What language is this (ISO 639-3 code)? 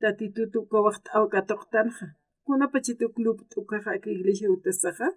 aym